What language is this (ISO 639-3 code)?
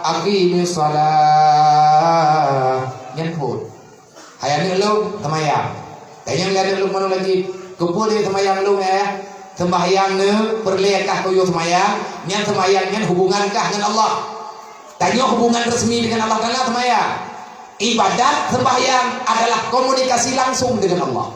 ace